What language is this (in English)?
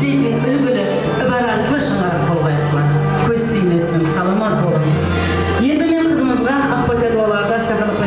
Kara-Kalpak